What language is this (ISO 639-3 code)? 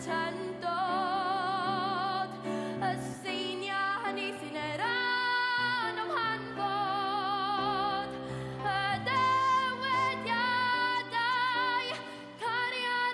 cym